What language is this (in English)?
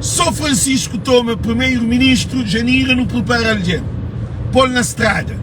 Kabuverdianu